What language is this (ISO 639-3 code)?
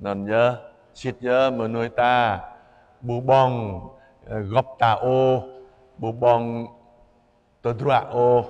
jra